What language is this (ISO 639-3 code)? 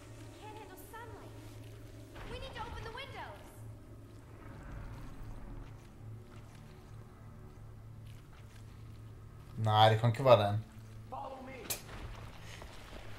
nor